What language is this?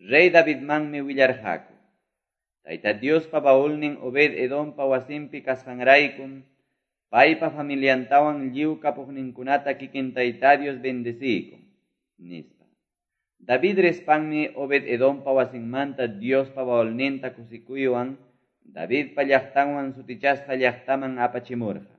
Quechua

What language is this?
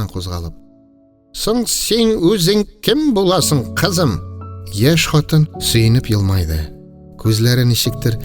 Tatar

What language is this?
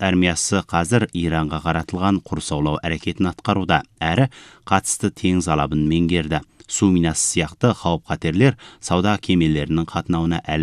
Kazakh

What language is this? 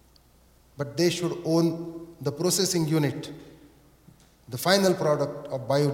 English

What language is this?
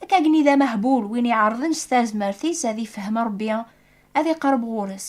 Kabyle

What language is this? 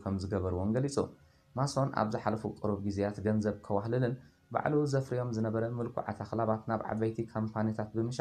Tigrinya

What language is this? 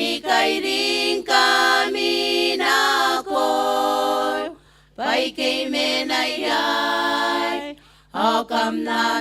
Gilbertese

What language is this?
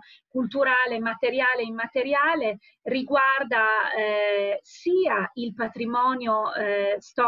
Italian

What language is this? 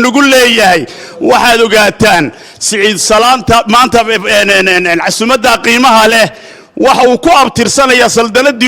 Somali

